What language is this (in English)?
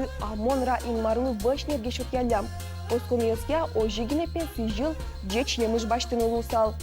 Udmurt